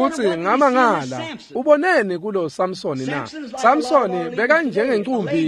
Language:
Swati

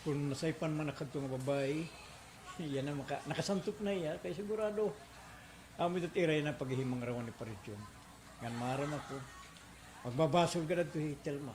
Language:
Waray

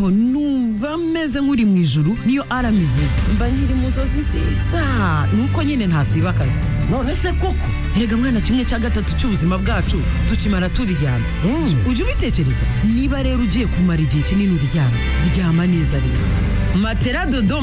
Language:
Kinyarwanda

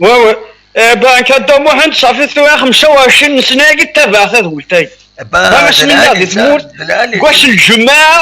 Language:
Kabyle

